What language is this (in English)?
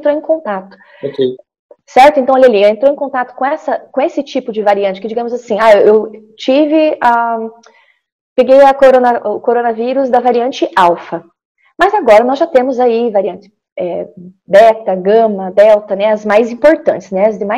Portuguese